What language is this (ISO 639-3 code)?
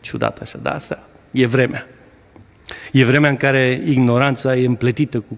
ron